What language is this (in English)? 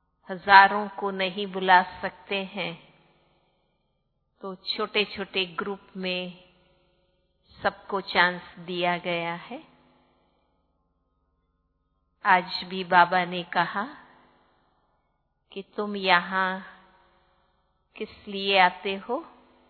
Hindi